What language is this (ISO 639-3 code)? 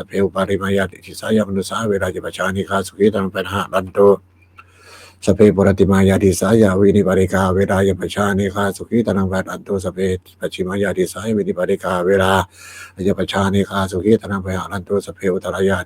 pli